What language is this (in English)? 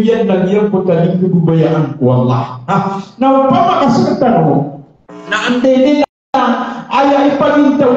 Maranao